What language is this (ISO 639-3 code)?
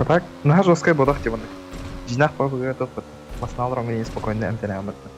sah